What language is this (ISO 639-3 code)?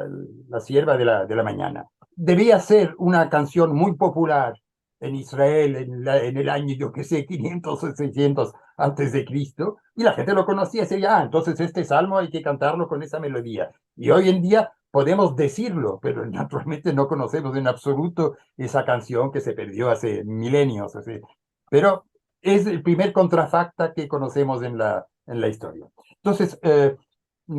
lad